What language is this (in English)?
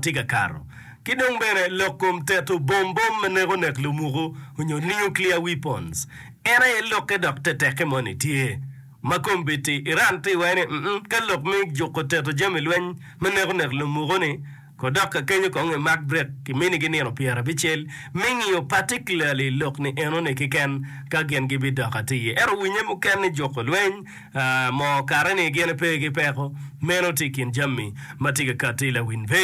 Acoli